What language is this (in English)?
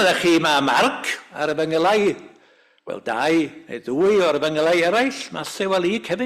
Welsh